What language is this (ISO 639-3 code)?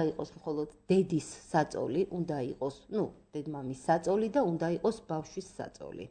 kat